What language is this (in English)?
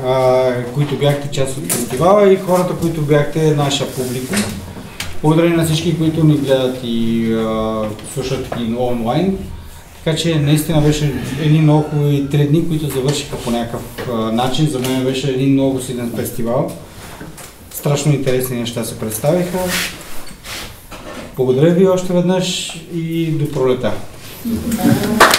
Bulgarian